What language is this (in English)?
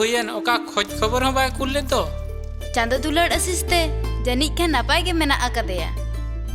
Santali